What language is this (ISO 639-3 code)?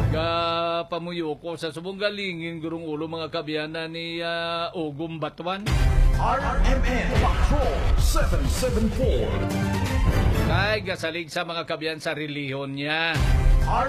hil